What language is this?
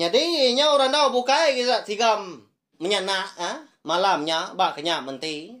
Iban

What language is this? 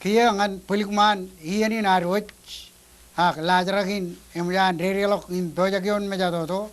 Marshallese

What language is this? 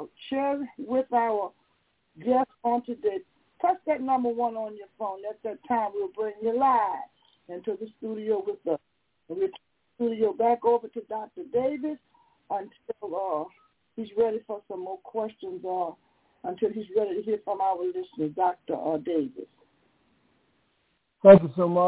English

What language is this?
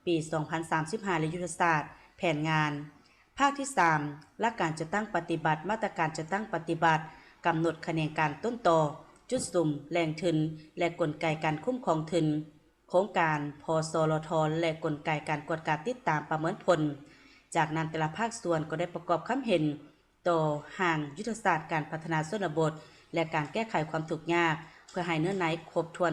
Lao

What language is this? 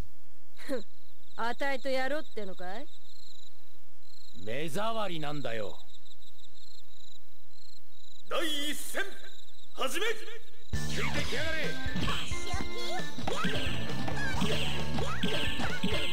Japanese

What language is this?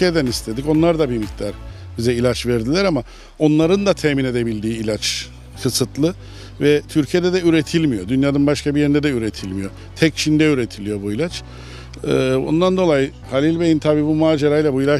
Turkish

